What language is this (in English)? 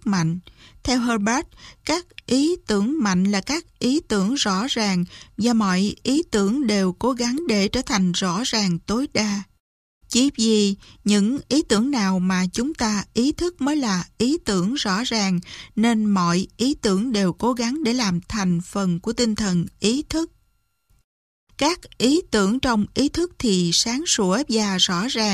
Vietnamese